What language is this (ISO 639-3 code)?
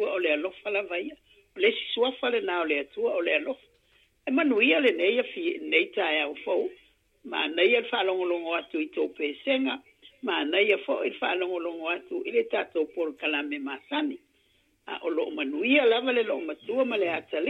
smo